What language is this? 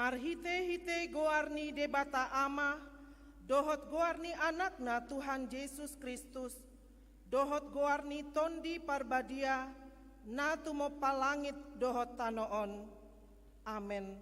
Batak Toba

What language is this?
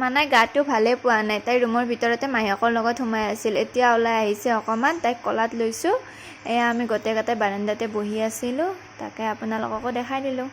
Assamese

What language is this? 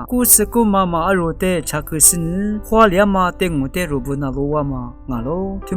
Lisu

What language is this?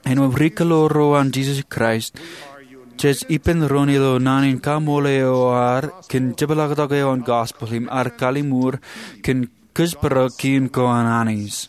Marshallese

